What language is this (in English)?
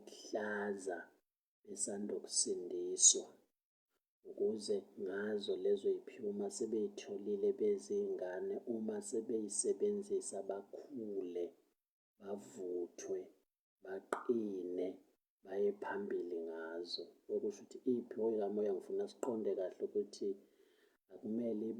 Zulu